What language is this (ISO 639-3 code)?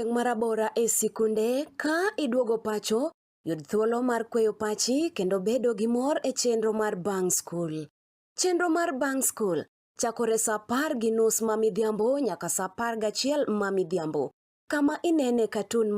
luo